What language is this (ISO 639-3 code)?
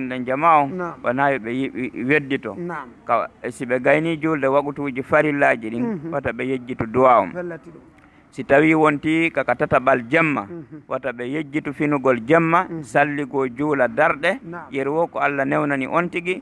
ful